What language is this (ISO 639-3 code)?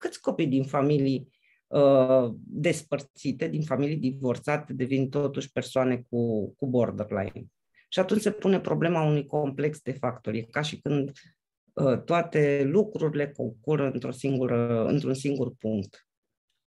ron